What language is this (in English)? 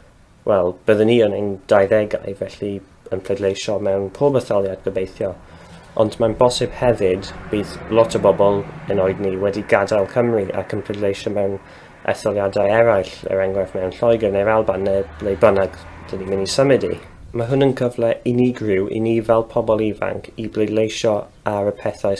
Welsh